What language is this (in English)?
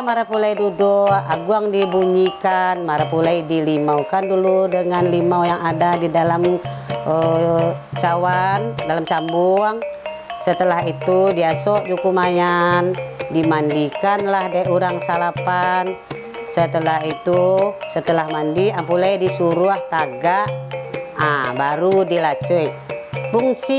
Minangkabau